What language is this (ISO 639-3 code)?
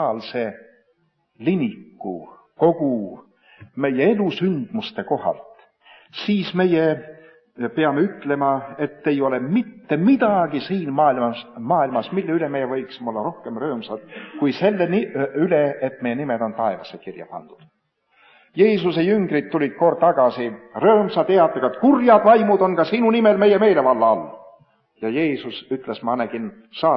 est